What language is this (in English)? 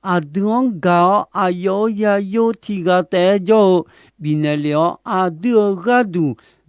Akha